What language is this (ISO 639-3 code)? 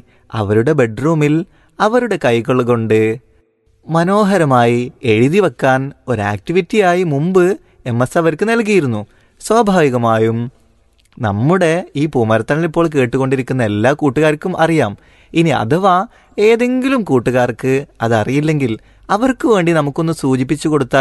mal